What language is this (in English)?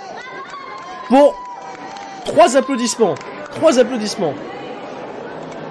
French